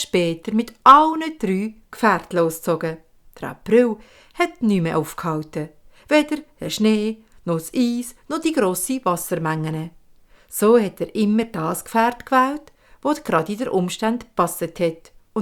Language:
Swiss German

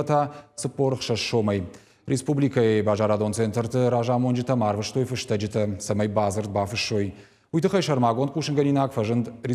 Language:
Ossetic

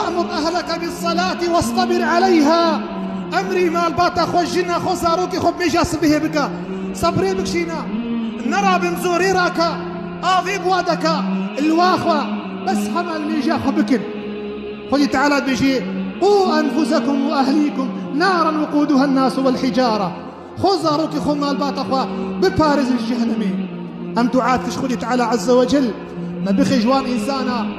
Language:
Kurdish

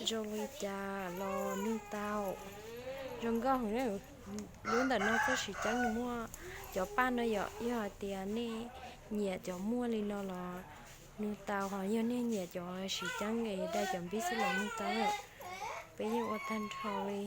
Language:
Hmong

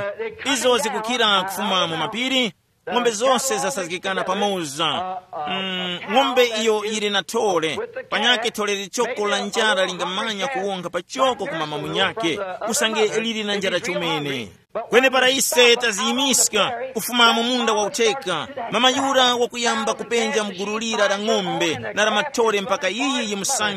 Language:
Tumbuka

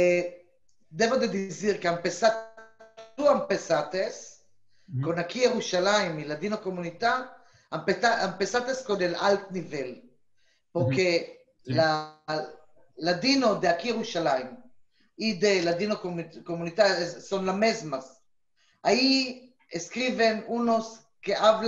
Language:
Ladino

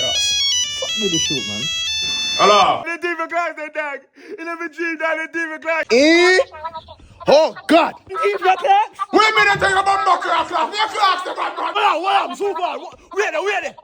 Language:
Jamaican Creole English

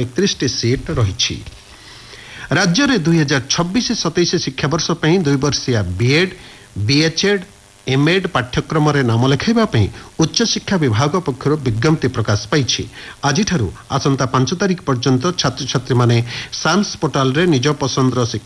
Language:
Odia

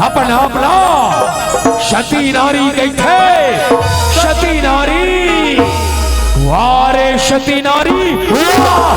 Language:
Chhattisgarhi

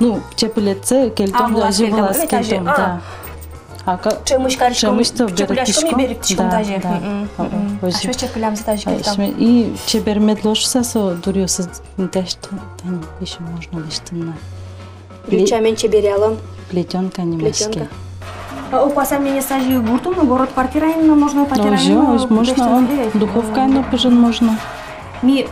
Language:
Udmurt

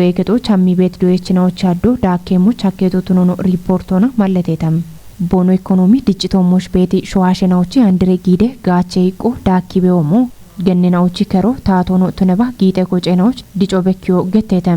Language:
Kafa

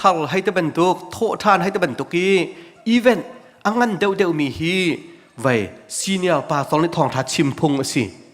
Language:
Hakha Chin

